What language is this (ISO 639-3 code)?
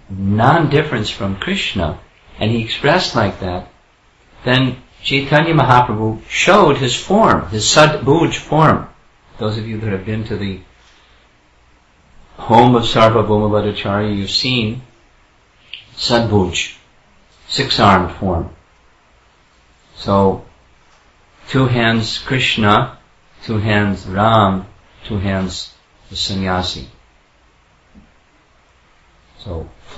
eng